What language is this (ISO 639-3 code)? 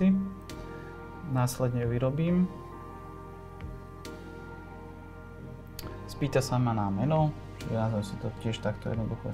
slk